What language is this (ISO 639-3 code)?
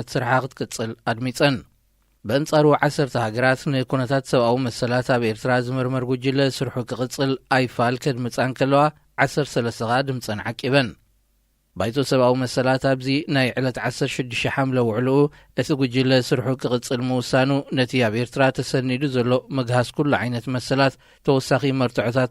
tir